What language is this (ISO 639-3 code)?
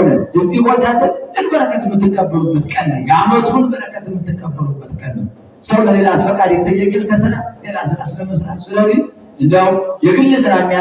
amh